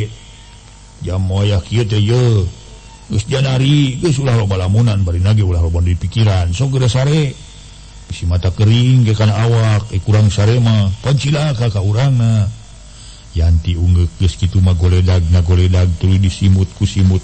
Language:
Sundanese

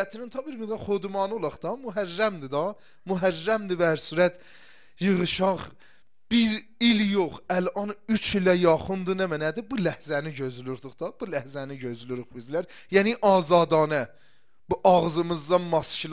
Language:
Azerbaijani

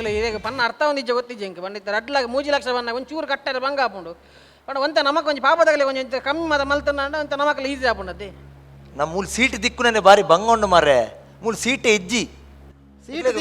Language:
Tulu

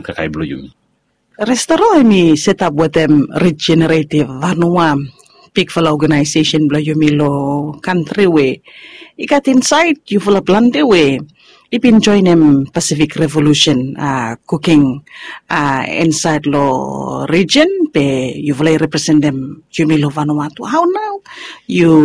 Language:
Bislama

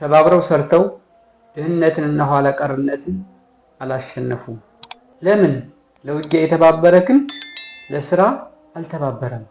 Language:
Amharic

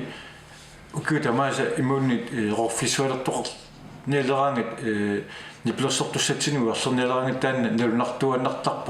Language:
Kalaallisut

